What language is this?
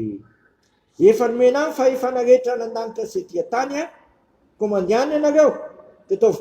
Malagasy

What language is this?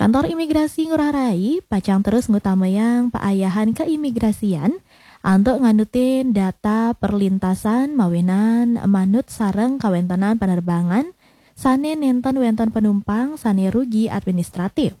Balinese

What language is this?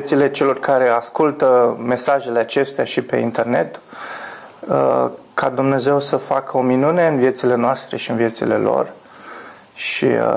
Romanian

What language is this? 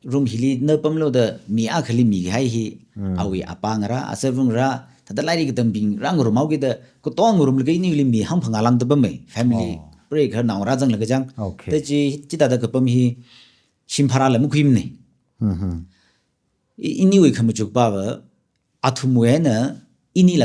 Tangkhul Naga (India)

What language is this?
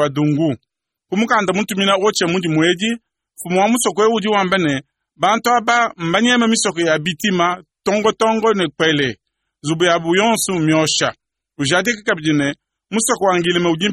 Luba-Lulua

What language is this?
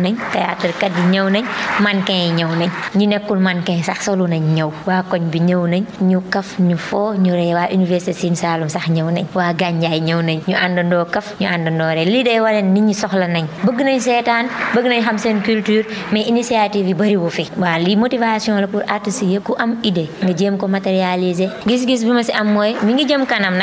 Wolof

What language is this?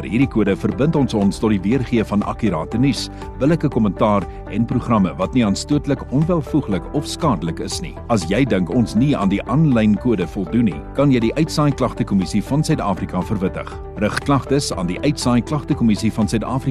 Afrikaans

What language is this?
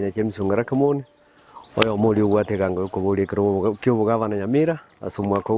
Gusii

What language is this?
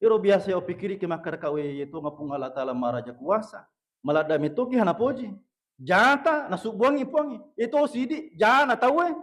Buginese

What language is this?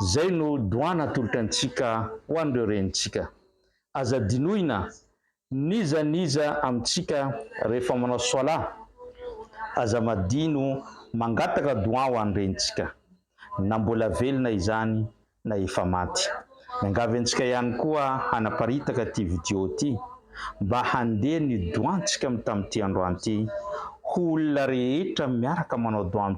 Malagasy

